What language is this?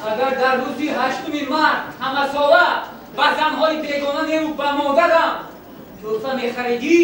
Tajik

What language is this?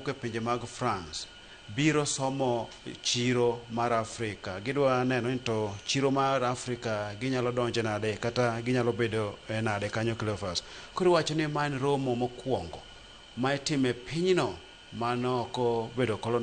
Luo (Kenya and Tanzania)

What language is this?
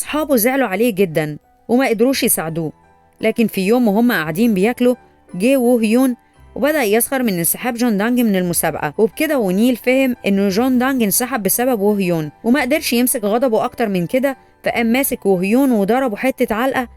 Egyptian Arabic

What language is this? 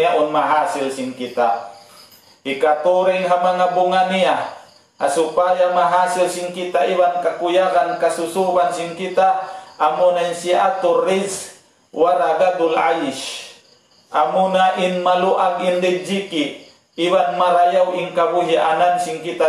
Tausug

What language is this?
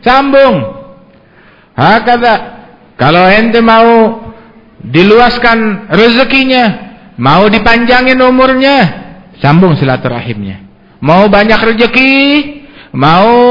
Indonesian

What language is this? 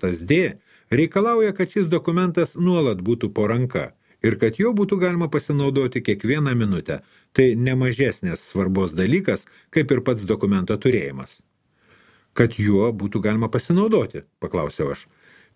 Lithuanian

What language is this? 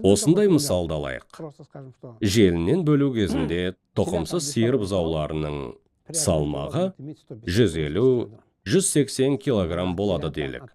Kazakh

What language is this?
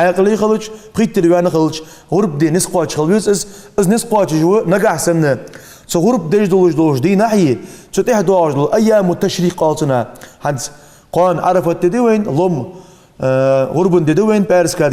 Ingush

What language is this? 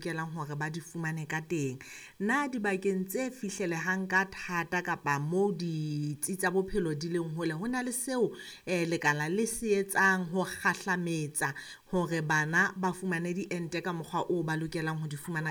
Southern Sotho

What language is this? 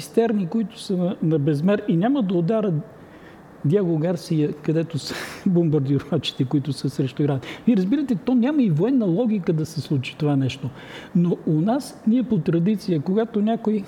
Bulgarian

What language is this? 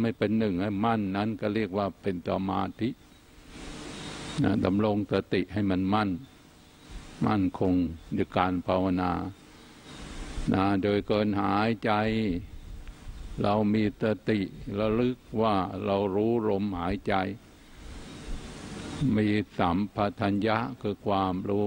Thai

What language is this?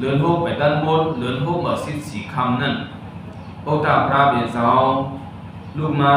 Shan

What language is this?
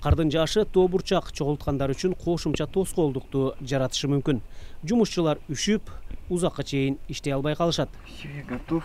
Kyrgyz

